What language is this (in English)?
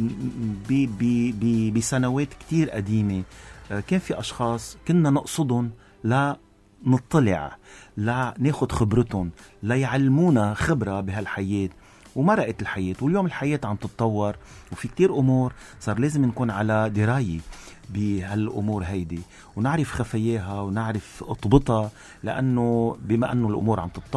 North Levantine Arabic